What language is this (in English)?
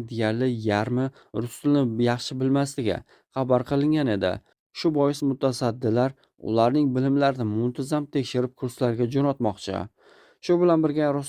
Uzbek